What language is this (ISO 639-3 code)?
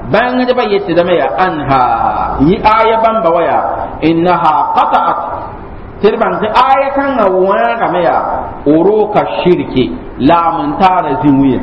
mos